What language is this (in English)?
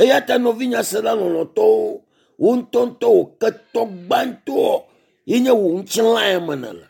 Ewe